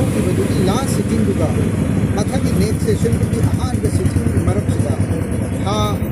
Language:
Manipuri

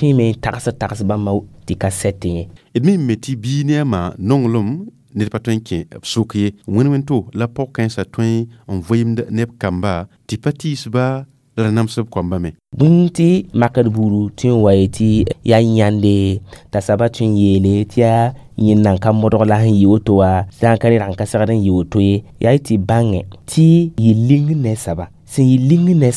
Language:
Mossi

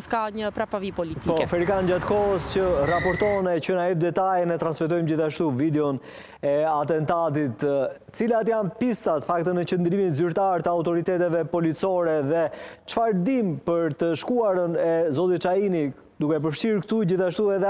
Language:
Albanian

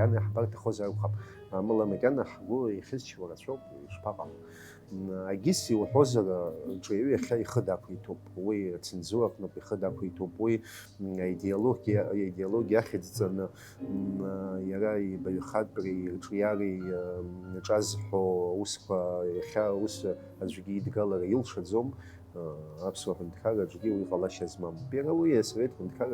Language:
Abkhazian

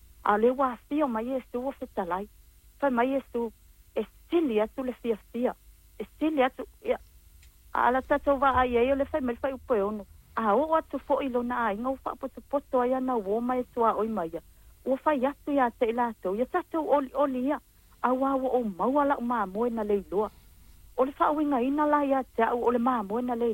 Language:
Samoan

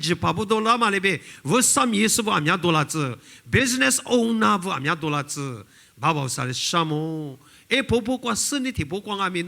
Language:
Lisu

